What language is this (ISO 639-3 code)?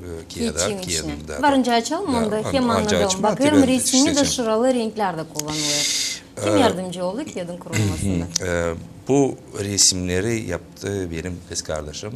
gag